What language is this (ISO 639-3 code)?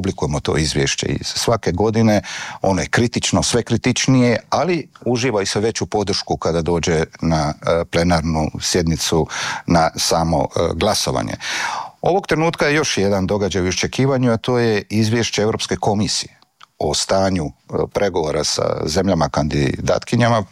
hrv